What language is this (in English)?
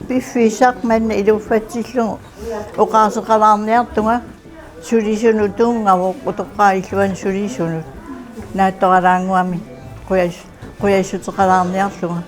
Kalaallisut